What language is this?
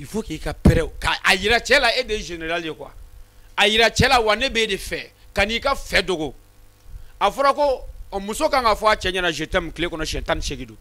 Bambara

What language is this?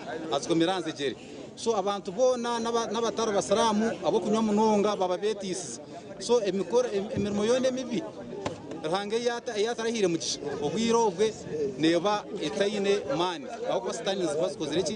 Nyankole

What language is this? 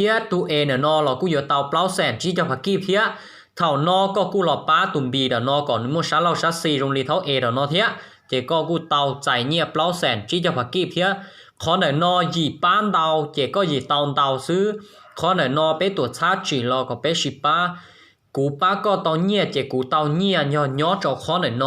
Hmong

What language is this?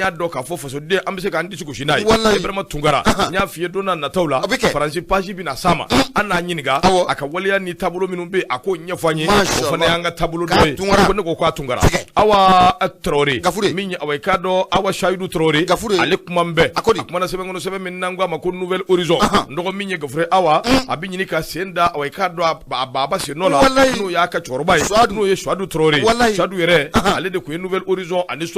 Bambara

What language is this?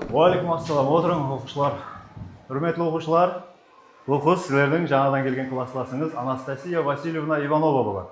Kara-Kalpak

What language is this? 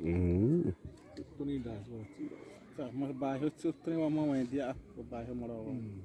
Xavánte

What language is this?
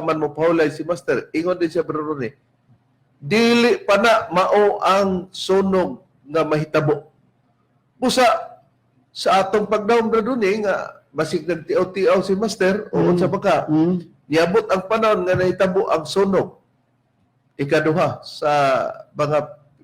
Cebuano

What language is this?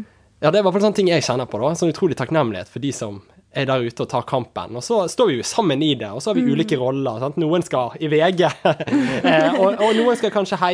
Norwegian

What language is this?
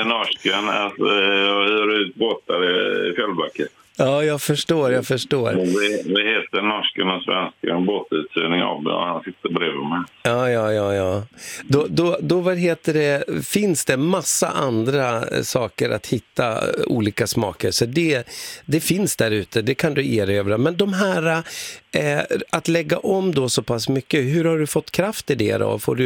Swedish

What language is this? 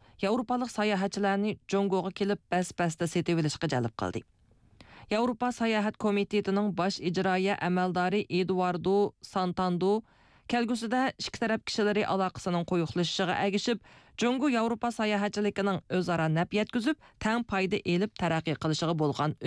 Uyghur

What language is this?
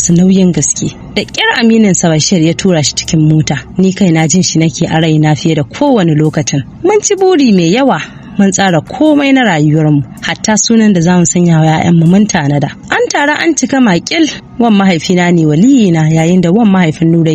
Hausa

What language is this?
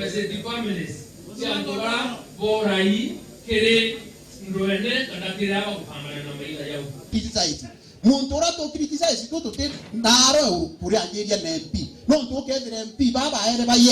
Meru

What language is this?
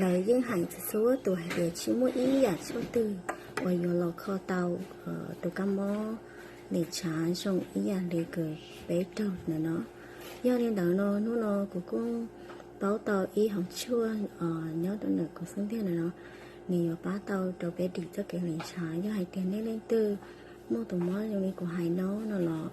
Hmong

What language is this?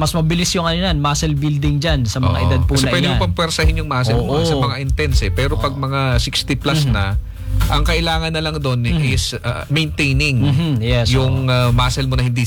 Filipino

